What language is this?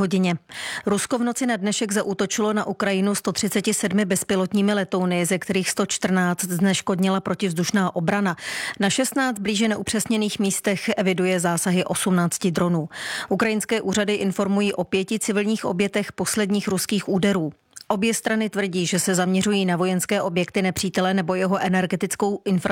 Czech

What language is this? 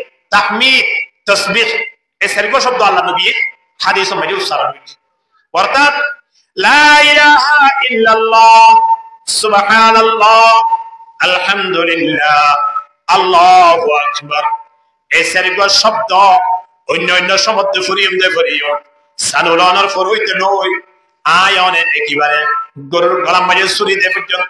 Rohingya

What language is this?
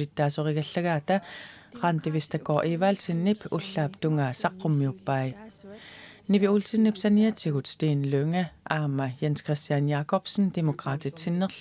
Kalaallisut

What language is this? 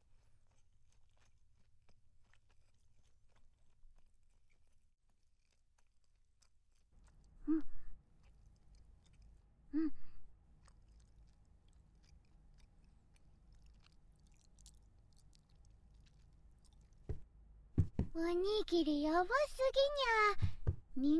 Japanese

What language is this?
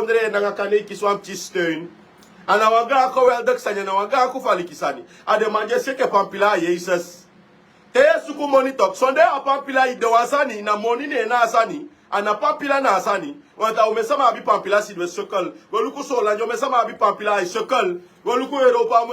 Sranan Tongo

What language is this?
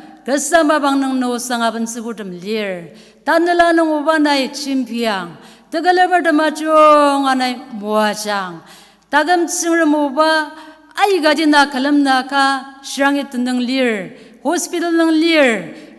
Ao Naga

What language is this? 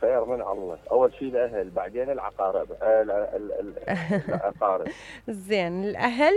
Mesopotamian Arabic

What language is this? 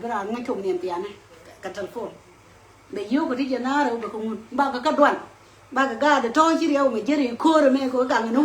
Nuer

